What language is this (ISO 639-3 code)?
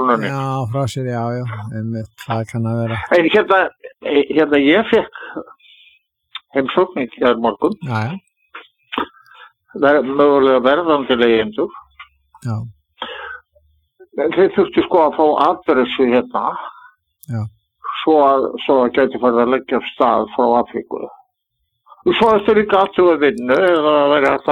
isl